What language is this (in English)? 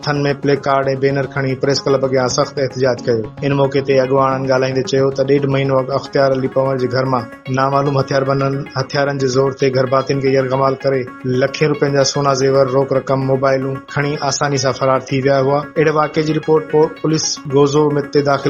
Sindhi